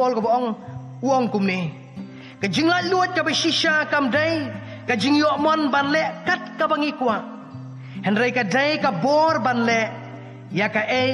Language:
Khasi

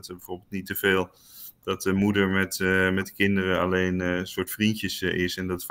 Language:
Dutch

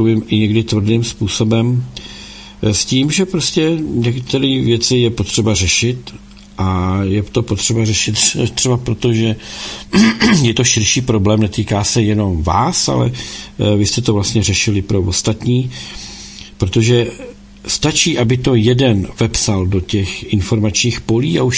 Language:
Czech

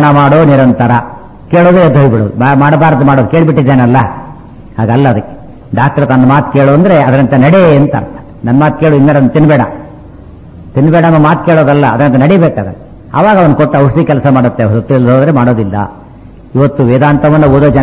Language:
Kannada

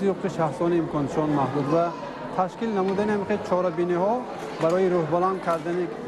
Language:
Tajik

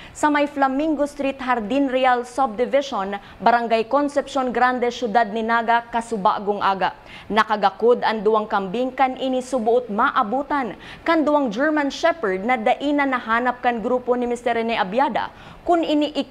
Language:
Bikol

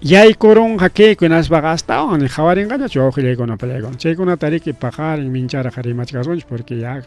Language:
Ayacucho Quechua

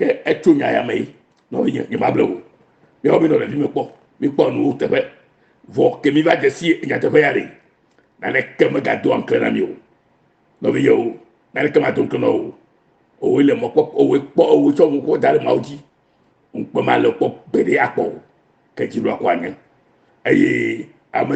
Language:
Ewe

